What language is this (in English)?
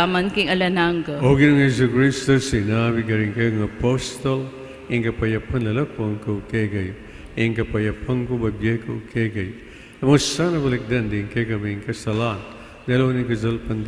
Pampanga